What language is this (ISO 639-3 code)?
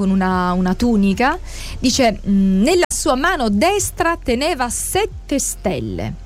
ita